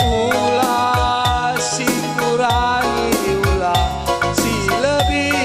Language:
Batak Karo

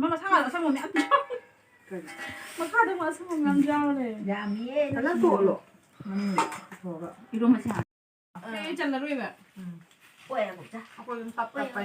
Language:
Manipuri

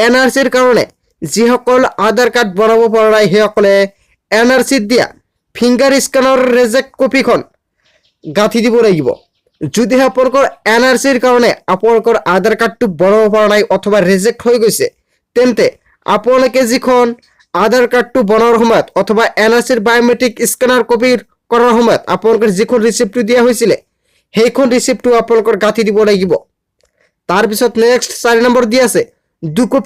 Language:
Assamese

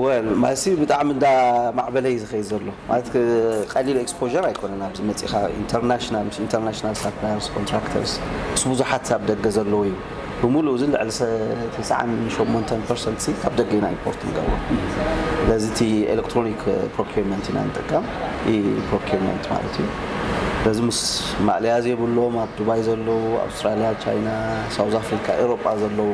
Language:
Tigrinya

